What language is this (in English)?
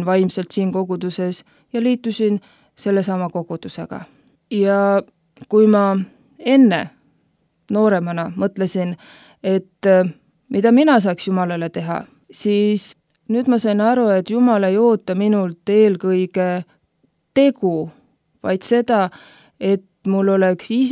Estonian